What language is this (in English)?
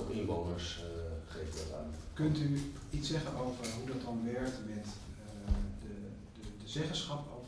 Dutch